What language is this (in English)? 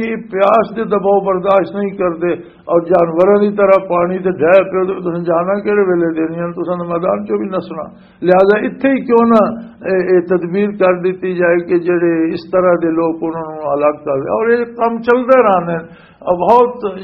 Western Panjabi